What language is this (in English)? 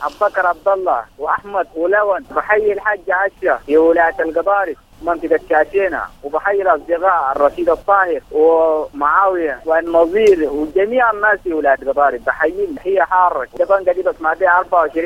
Sudanese Arabic